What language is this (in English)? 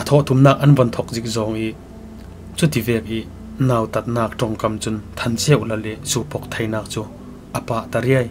Falam Chin